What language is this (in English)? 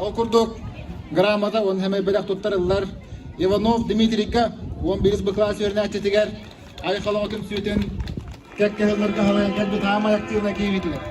Yakut